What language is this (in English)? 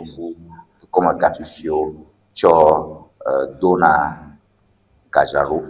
Ewe